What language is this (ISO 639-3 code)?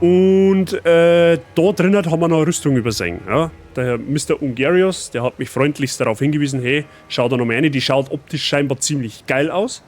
bar